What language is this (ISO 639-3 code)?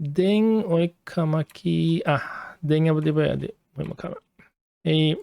div